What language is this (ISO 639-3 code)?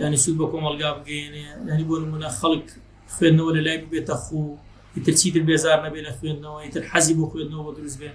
ckb